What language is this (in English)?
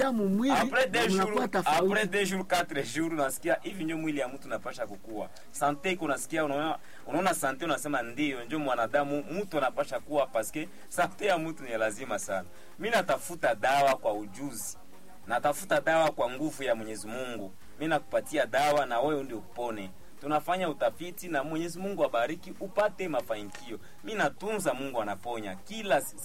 Swahili